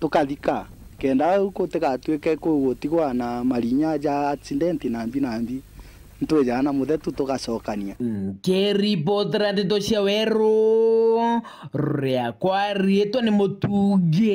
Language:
Meru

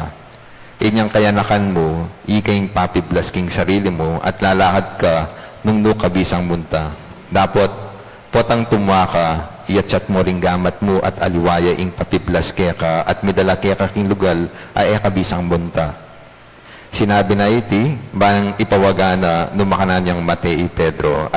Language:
Pampanga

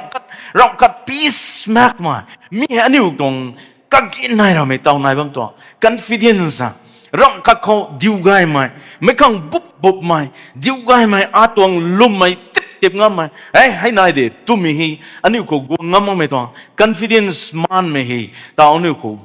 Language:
Rongmei Naga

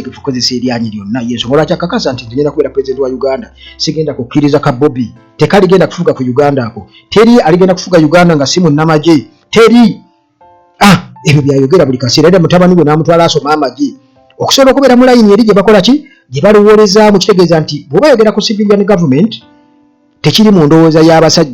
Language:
Ganda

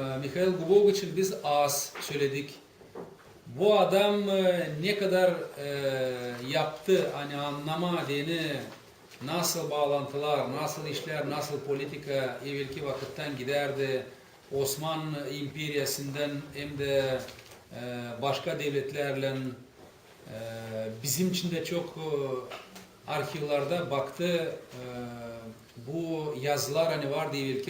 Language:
Gagauz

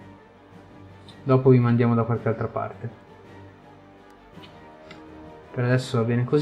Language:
Italian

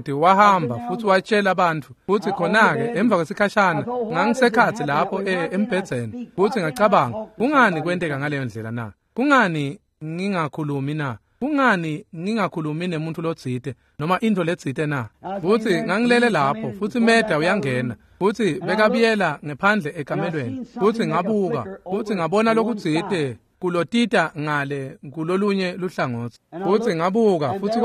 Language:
Swati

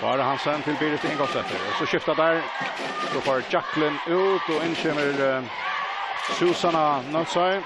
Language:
Faroese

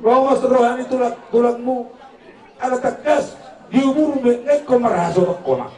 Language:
Batak Toba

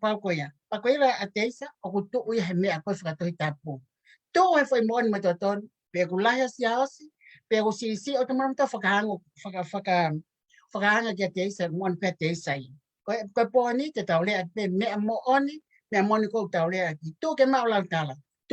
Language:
Tongan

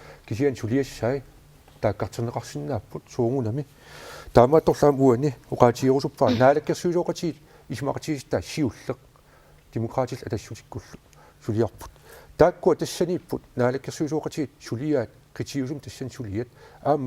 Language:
Kalaallisut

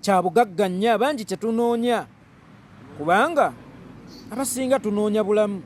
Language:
Ganda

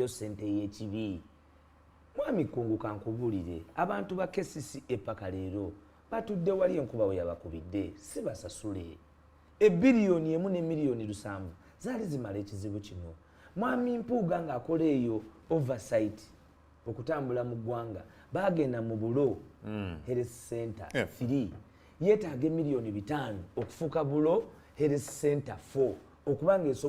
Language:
Ganda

